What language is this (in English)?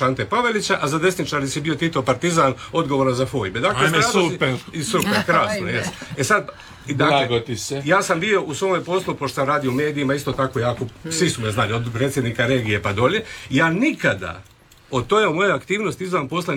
Croatian